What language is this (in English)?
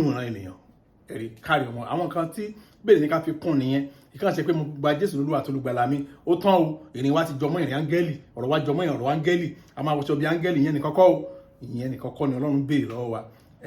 Yoruba